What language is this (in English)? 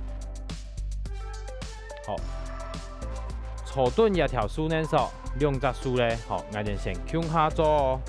Hakka Chinese